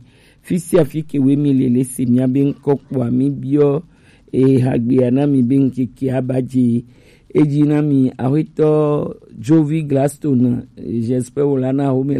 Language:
Gen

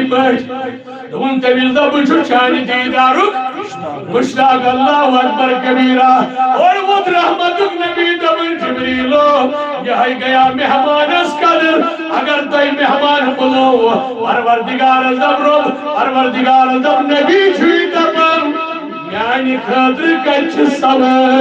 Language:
Kashmiri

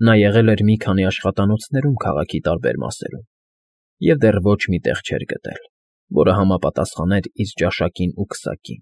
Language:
Armenian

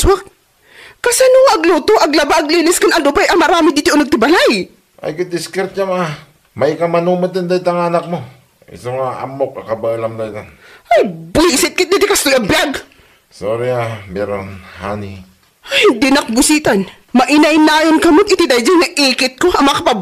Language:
Iloko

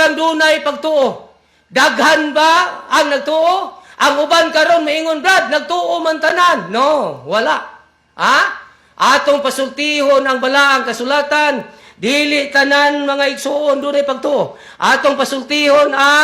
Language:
Cebuano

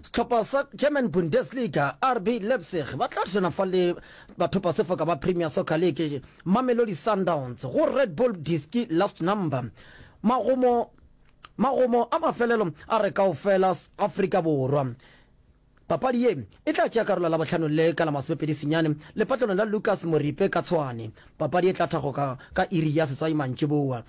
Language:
Northern Sotho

